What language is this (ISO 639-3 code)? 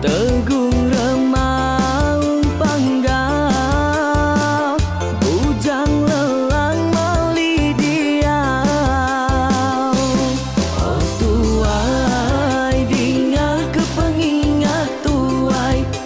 iba